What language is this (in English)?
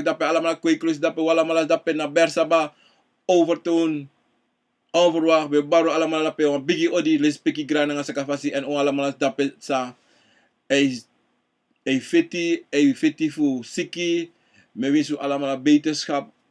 Sranan Tongo